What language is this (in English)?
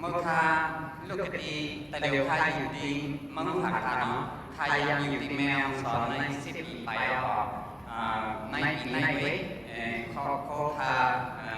Shan